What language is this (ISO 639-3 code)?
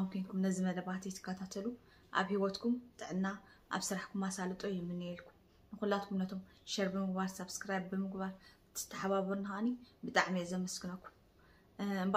tir